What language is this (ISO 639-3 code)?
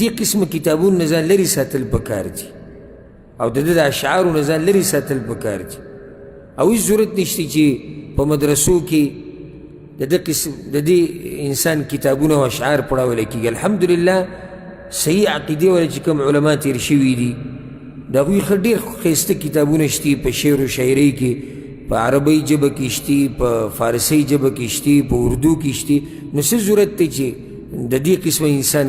pus